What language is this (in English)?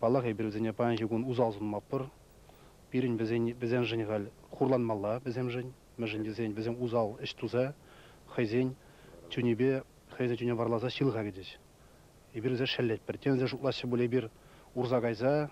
Chuvash